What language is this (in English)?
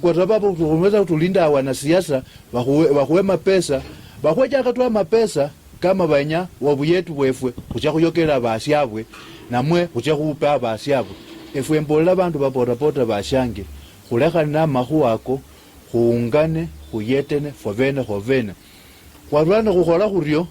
Luyia